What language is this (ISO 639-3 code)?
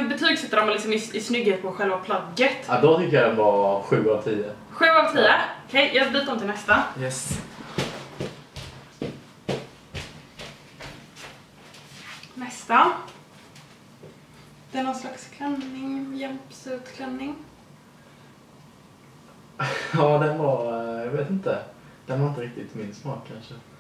swe